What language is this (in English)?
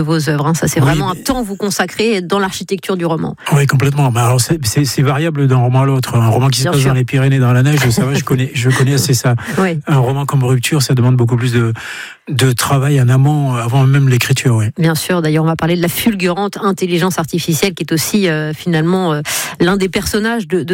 French